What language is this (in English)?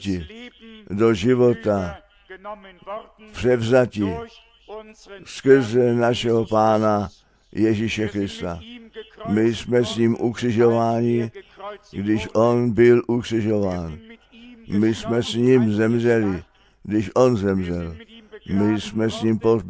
Czech